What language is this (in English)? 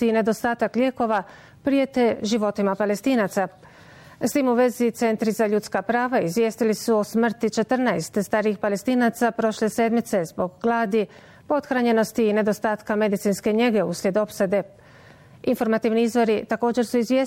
Bosnian